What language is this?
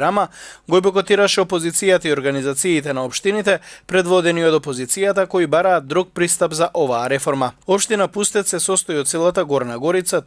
Macedonian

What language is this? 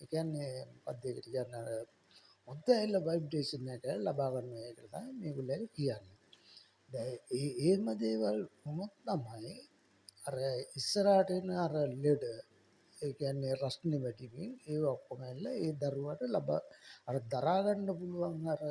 Sinhala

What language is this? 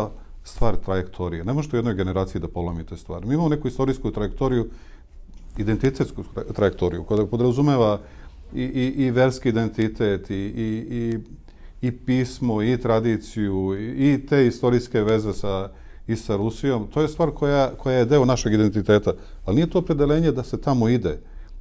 Serbian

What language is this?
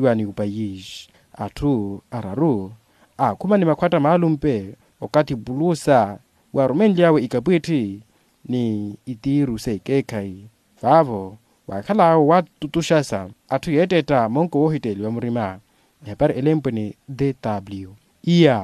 Makhuwa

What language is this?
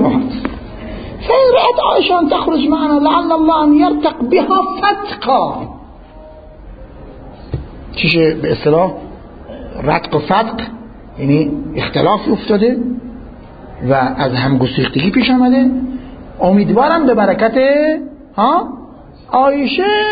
Persian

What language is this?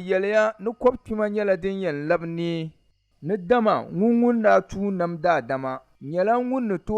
Dagbani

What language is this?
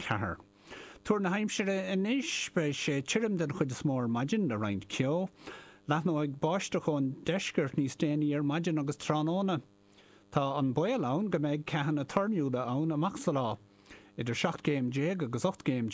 Irish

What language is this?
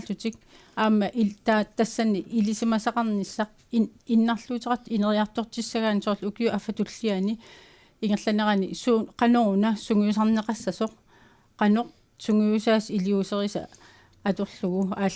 Kalaallisut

